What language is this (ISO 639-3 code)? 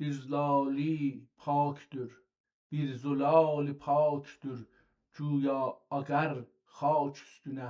azb